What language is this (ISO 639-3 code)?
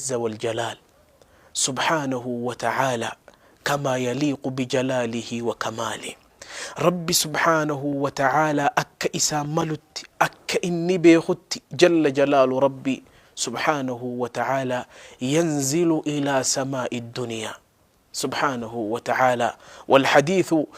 orm